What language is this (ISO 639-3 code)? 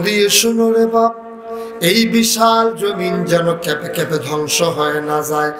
ben